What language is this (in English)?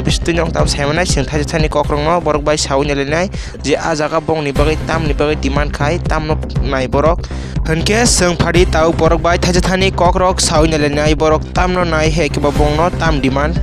Kok Borok